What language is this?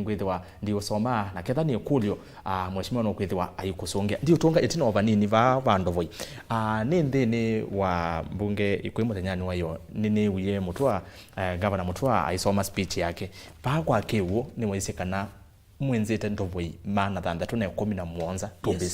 Kamba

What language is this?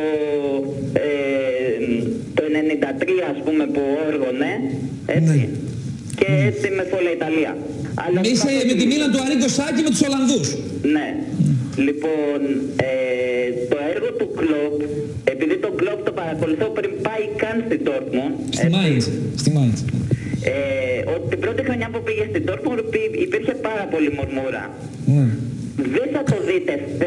Greek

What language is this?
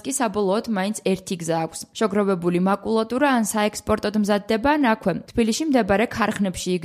Georgian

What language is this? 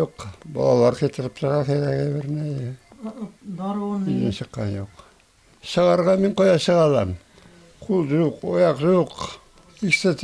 Tatar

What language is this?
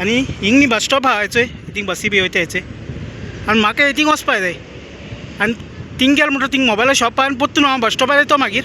Konkani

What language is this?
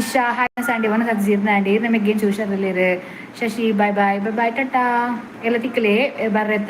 Tulu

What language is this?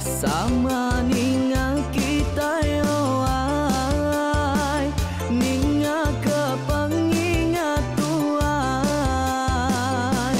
Iban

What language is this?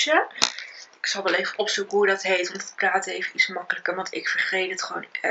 Dutch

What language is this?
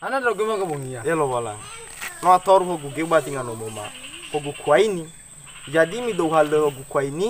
Nias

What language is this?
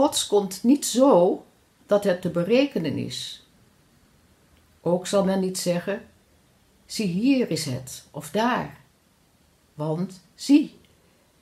Dutch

